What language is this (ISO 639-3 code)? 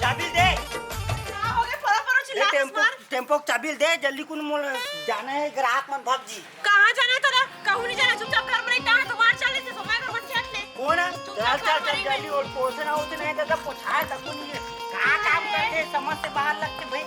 hne